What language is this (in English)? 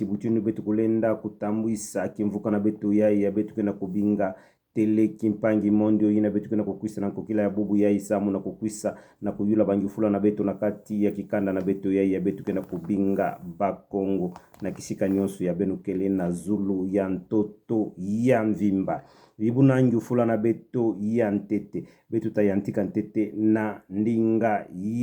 Kituba (Democratic Republic of Congo)